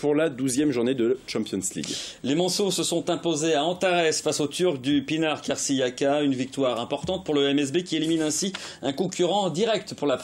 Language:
French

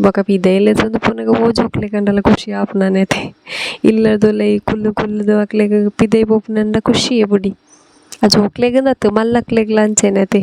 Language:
Tulu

